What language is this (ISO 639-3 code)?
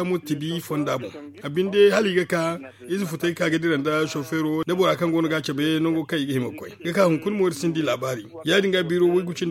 dje